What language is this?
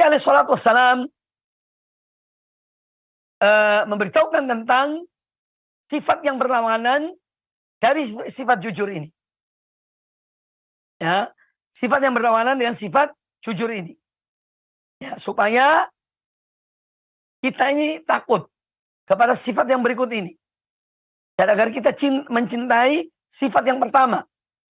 Indonesian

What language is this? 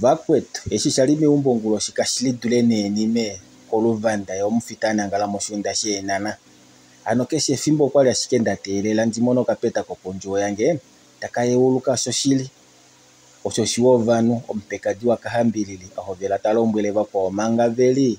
Kuanyama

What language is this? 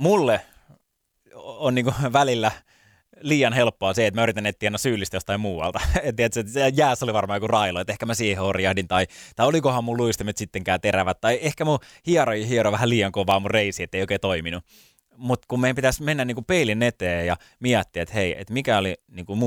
Finnish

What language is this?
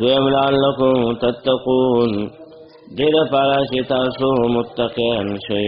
Pashto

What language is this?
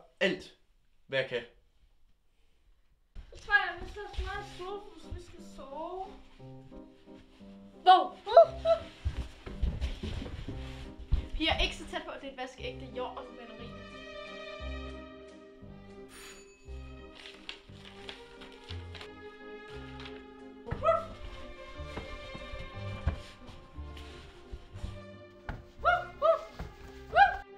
Danish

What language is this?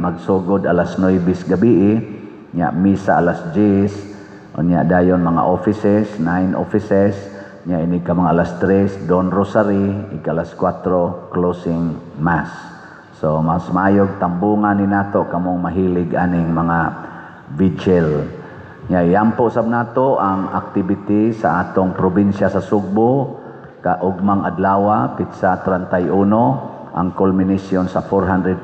Cebuano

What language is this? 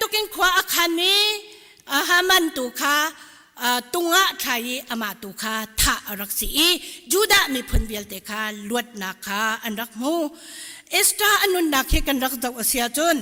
Hakha Chin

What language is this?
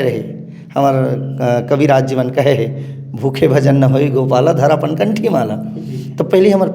Chhattisgarhi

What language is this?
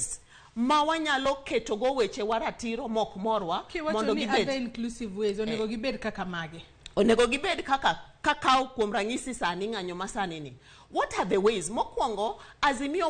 Luo (Kenya and Tanzania)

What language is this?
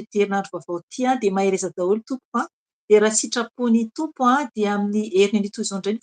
Malagasy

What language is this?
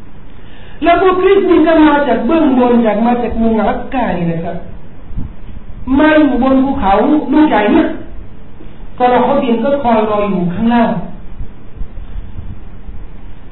Thai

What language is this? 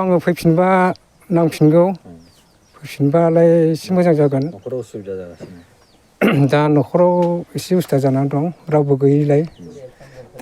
Bodo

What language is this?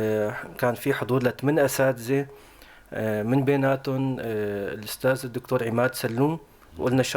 North Levantine Arabic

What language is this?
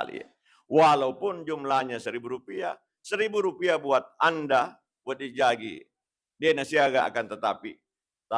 Buginese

